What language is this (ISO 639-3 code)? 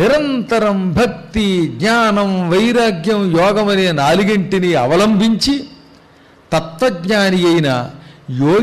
tel